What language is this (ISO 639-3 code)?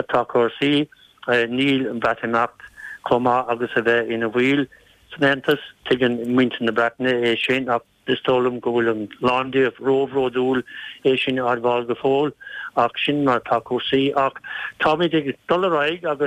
gle